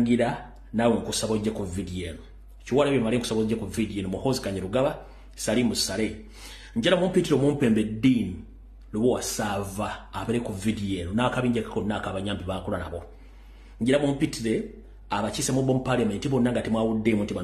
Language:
Ganda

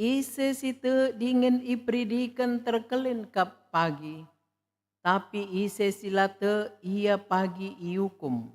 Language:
Batak Karo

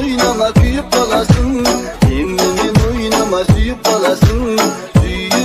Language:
Kazakh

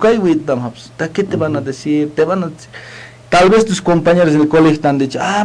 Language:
Aymara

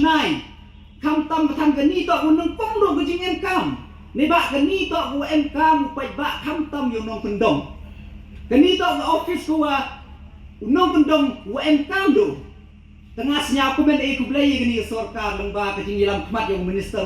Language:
Pnar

